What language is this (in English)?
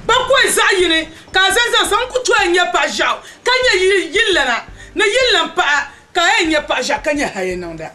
Dagbani